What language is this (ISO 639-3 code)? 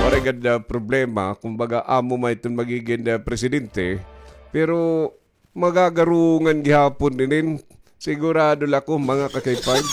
war